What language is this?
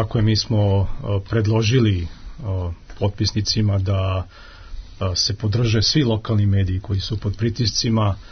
Serbian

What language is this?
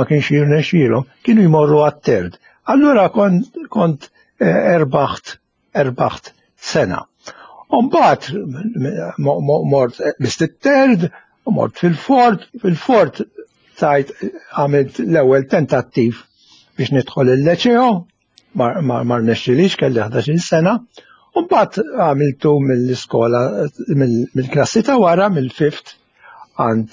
Maltese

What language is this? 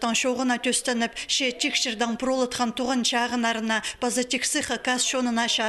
Khakas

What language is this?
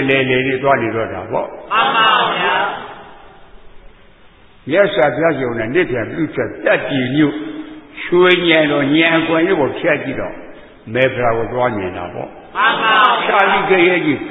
Burmese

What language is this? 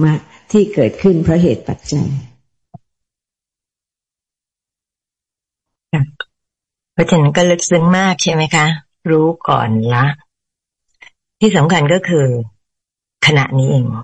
Thai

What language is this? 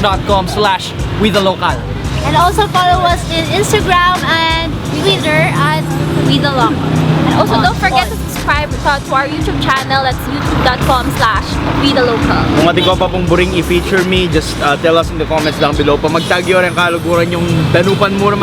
Pampanga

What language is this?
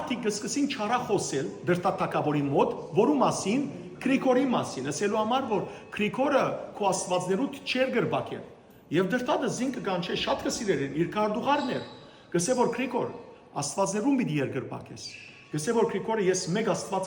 Western Armenian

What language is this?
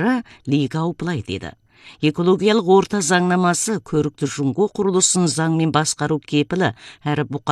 Kazakh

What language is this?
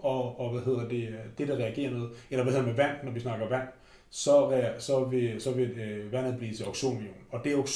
Danish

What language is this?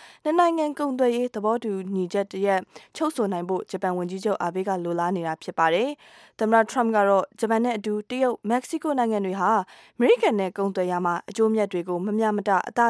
Burmese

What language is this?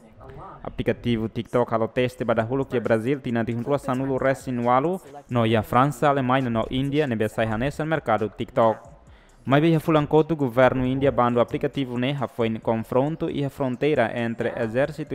Tetum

